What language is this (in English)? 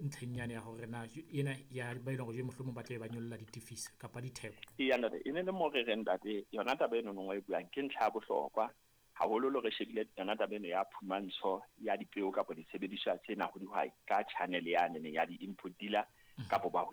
Southern Sotho